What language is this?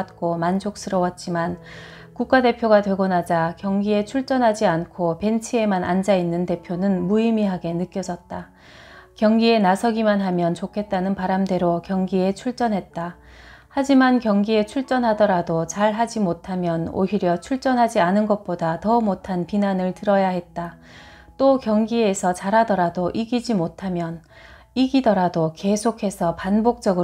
Korean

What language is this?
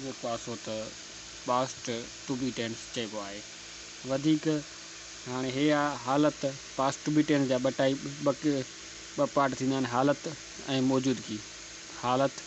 Sindhi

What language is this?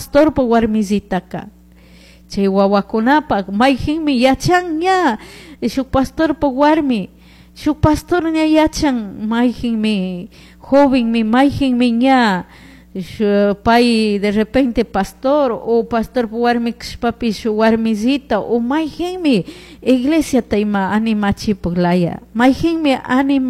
Chimborazo Highland Quichua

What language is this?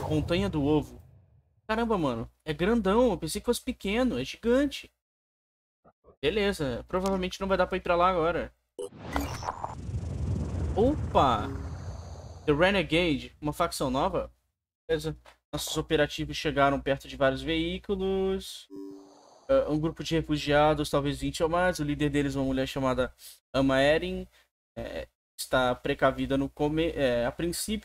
Portuguese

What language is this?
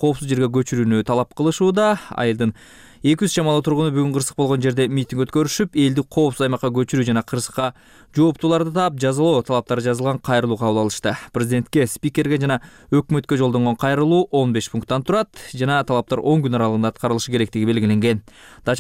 Kyrgyz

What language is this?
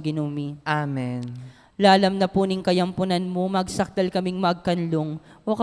Pampanga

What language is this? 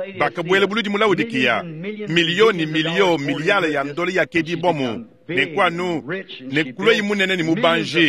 Luba-Lulua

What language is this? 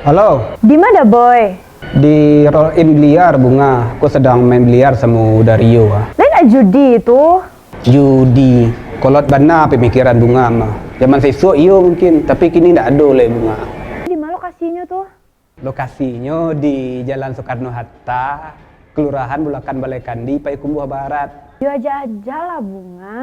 Minangkabau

